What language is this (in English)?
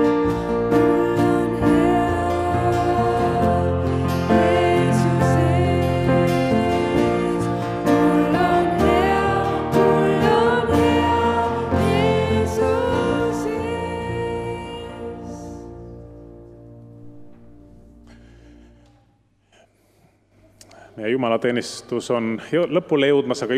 Estonian